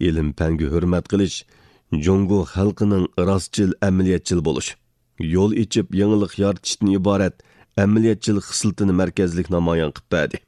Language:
Uyghur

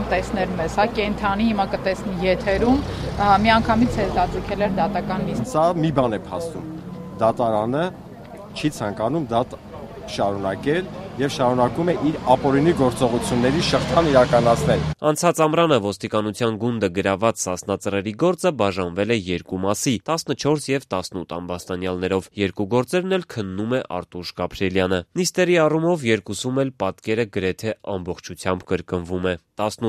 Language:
Armenian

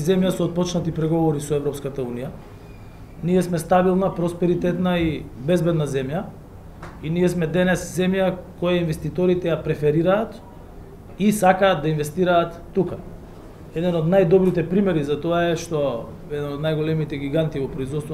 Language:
Macedonian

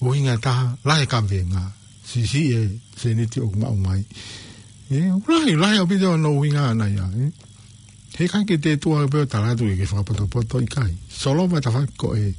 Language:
Tongan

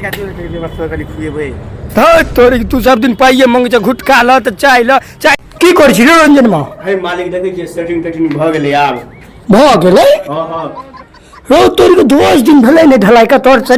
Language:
Maithili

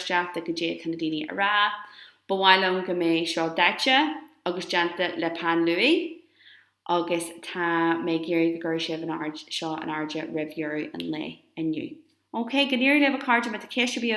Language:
Irish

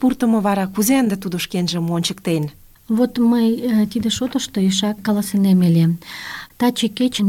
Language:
Mari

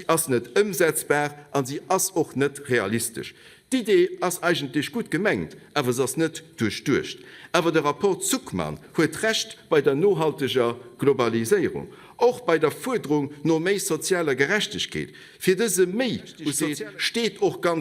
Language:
Luxembourgish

